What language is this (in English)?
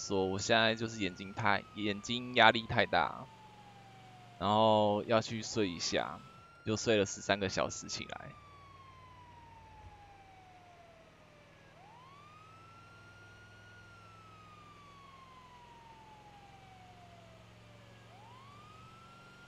Chinese